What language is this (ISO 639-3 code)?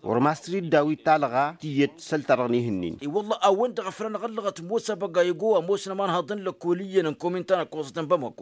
taq